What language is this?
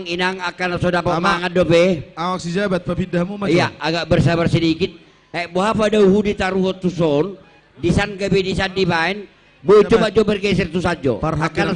Batak Toba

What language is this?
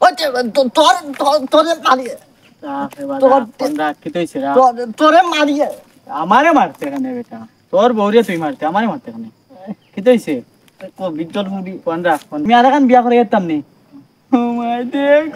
Sylheti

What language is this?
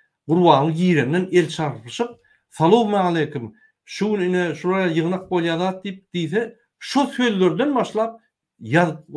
Turkmen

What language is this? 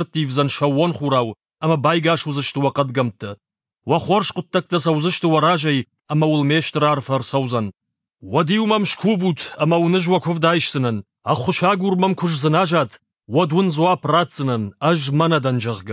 Ossetic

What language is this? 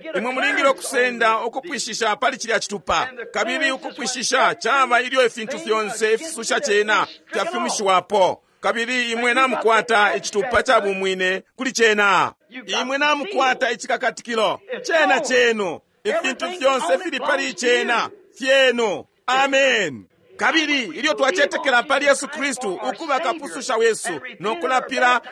Bemba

